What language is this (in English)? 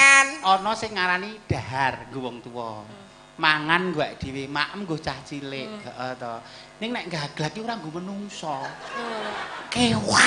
Javanese